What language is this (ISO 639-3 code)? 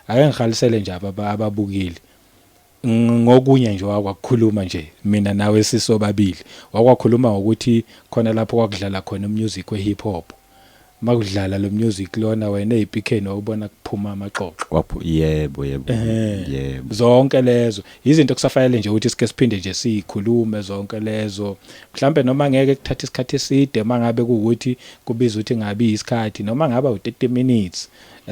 zul